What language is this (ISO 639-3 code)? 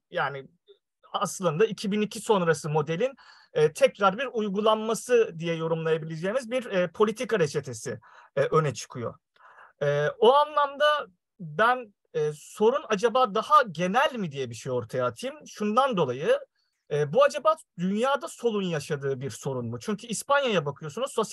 tur